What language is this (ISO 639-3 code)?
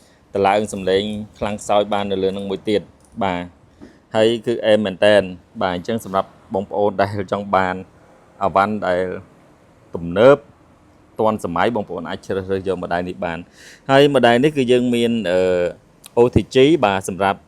khm